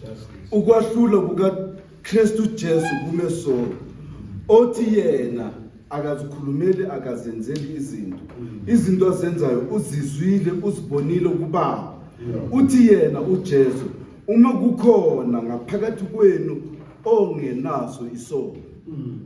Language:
Zulu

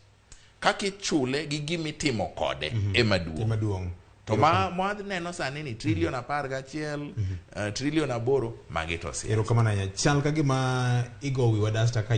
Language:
Luo (Kenya and Tanzania)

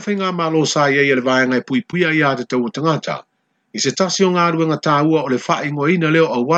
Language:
Samoan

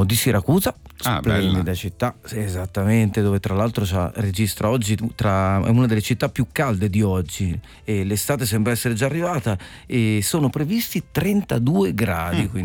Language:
Italian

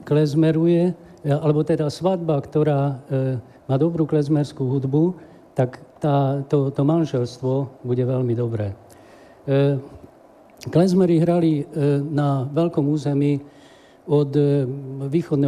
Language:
Slovak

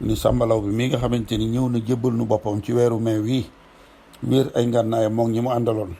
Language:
Wolof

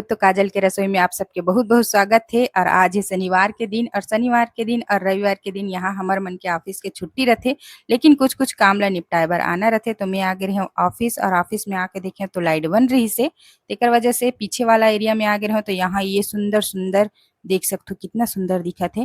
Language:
Chhattisgarhi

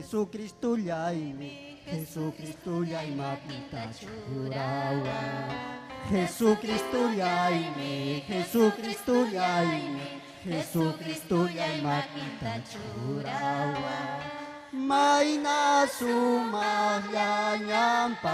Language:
Ayacucho Quechua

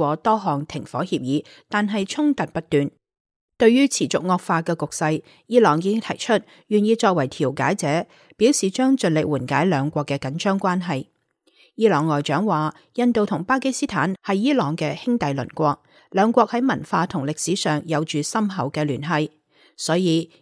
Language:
Cantonese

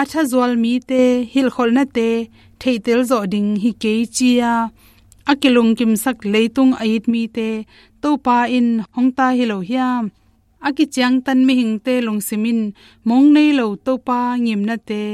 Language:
Tedim Chin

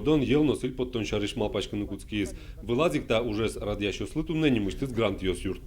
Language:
Udmurt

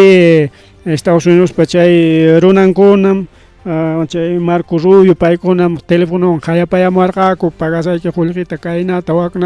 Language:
Ayacucho Quechua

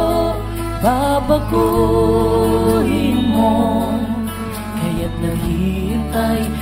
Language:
Filipino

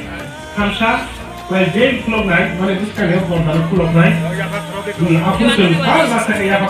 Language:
Riang (India)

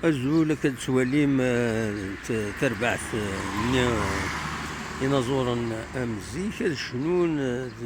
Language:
Kabyle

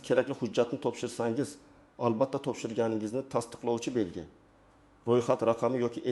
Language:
Uzbek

